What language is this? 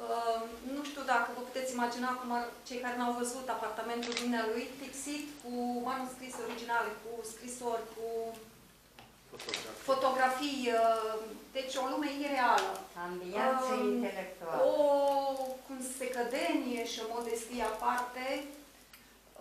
Romanian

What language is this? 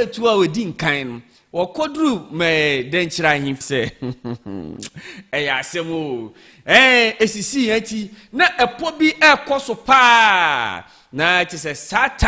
Akan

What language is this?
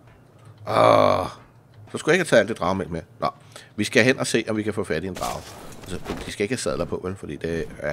Danish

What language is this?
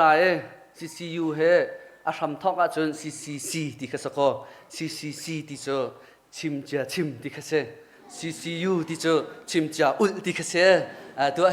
Hakha Chin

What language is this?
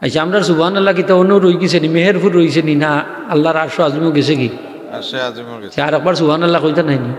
Sylheti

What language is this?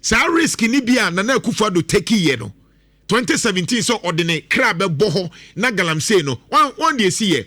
Akan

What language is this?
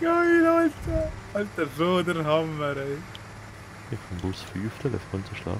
Swiss German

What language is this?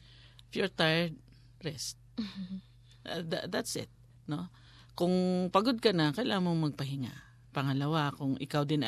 Filipino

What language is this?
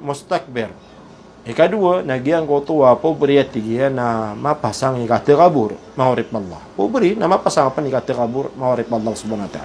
Maranao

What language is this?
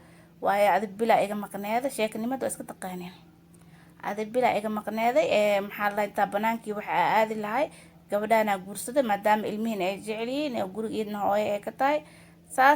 Somali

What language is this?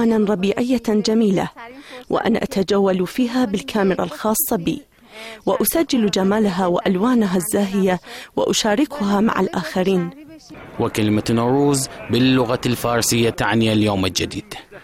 Arabic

